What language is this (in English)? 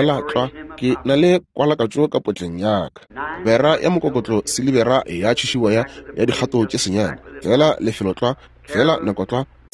Northern Sotho